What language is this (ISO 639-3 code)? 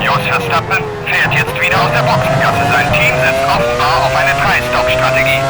bar